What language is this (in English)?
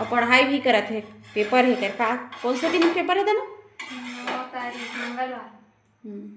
Chhattisgarhi